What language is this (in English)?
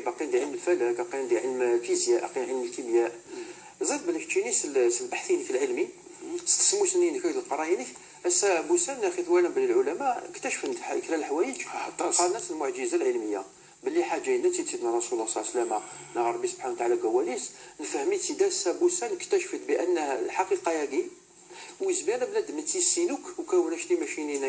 Kabyle